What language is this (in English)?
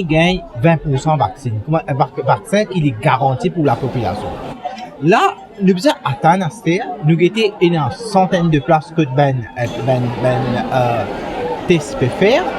Morisyen